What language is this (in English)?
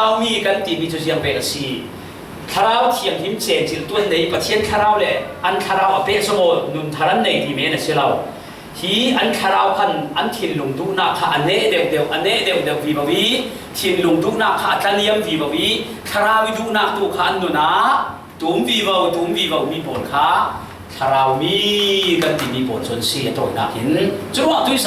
Falam Chin